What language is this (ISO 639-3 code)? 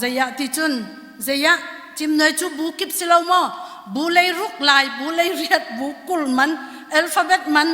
cnh